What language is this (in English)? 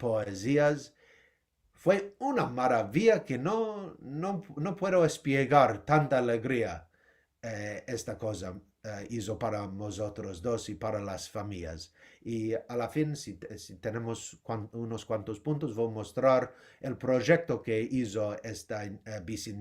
Ladino